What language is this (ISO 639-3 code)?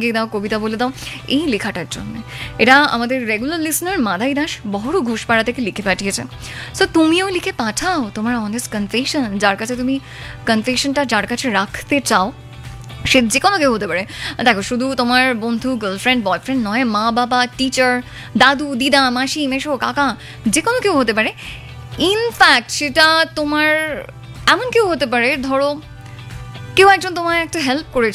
ben